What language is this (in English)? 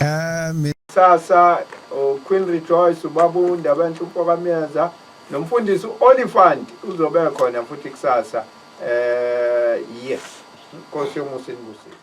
Zulu